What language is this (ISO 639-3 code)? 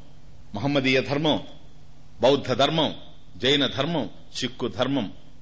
tel